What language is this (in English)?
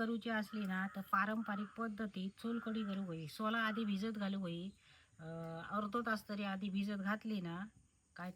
Konkani